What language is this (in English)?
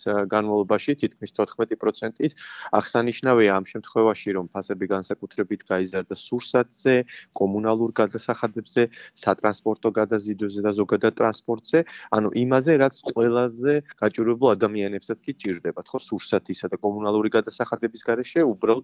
Georgian